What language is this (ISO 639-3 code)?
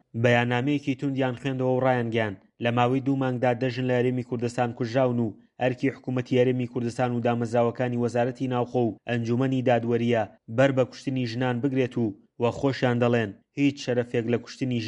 ckb